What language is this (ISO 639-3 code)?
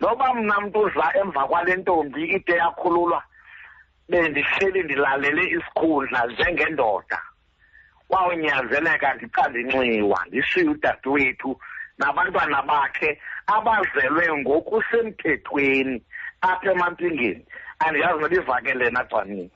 xho